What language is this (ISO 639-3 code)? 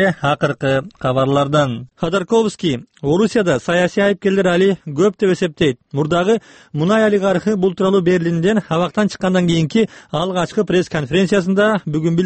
kir